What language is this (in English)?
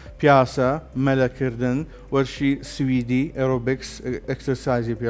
Central Kurdish